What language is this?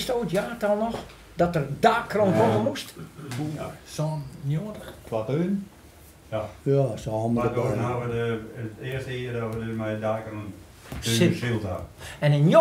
Western Frisian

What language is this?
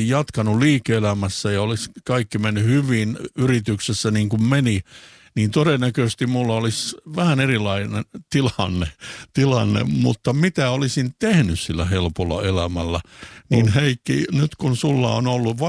Finnish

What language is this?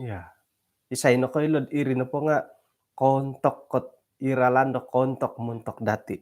Central Dusun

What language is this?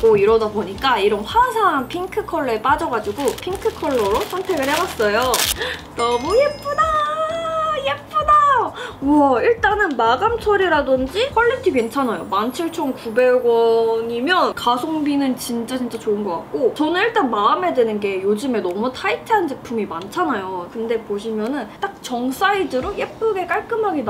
Korean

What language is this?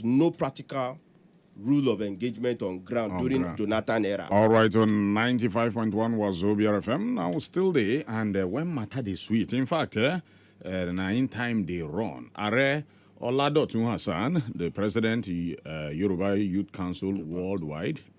Nigerian Pidgin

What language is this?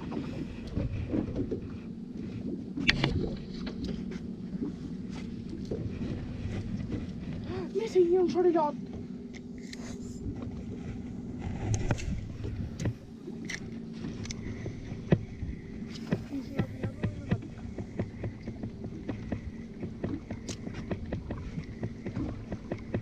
Catalan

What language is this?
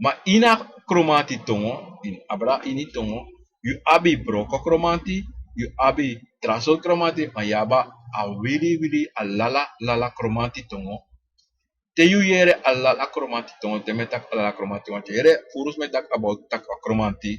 Sranan Tongo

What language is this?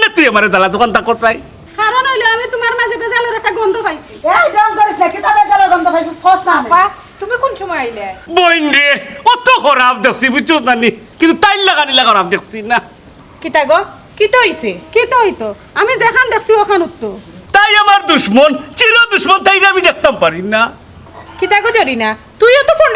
Sylheti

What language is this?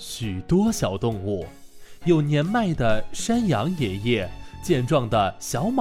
Chinese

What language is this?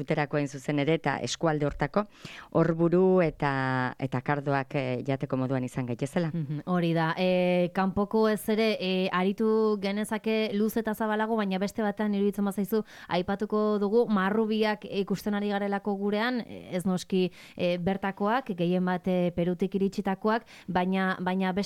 Basque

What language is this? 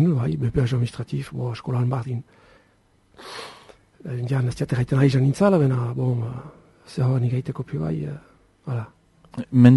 Basque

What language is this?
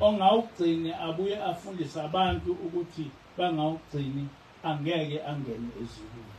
Zulu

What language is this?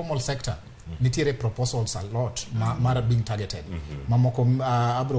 Luo (Kenya and Tanzania)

